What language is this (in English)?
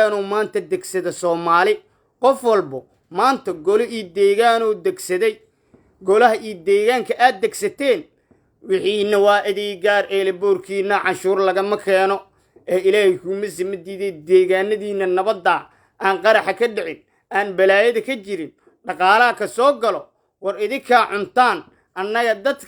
Somali